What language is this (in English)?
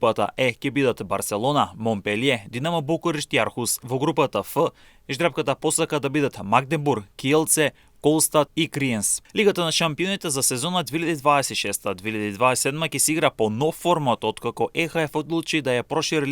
Macedonian